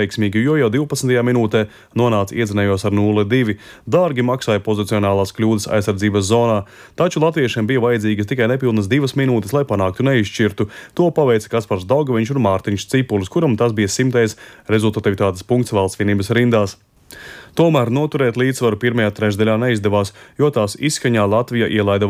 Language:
Latvian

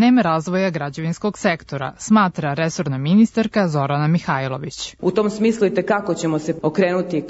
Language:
Serbian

